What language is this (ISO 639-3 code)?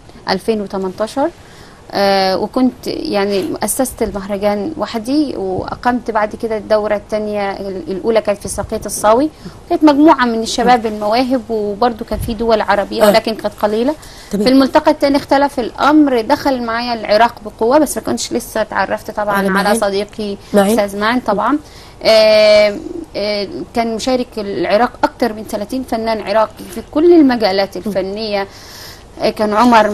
arz